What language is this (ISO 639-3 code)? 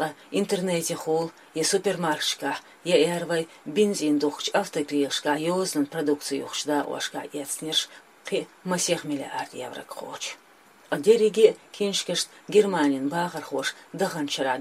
che